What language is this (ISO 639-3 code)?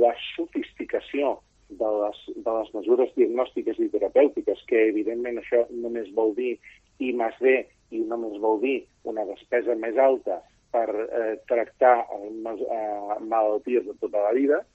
cat